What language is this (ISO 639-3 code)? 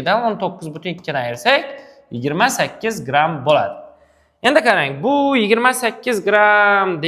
uzb